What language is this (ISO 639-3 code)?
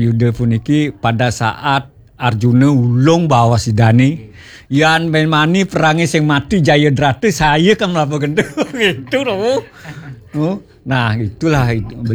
ban